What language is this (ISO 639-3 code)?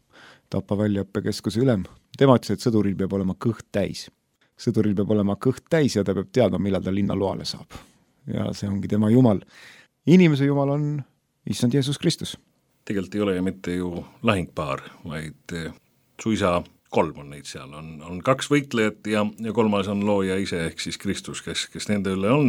est